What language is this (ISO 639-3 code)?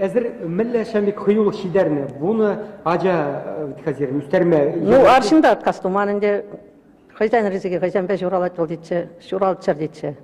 chv